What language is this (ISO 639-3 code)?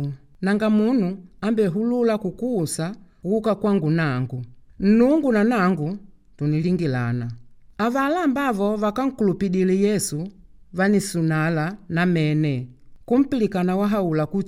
kde